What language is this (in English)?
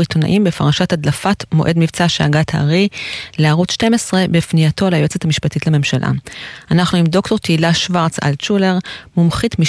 Hebrew